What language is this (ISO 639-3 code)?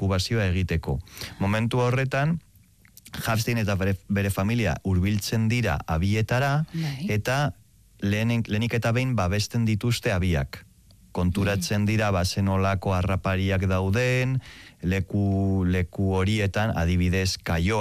eus